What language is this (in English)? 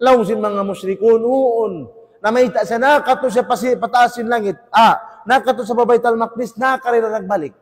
Tausug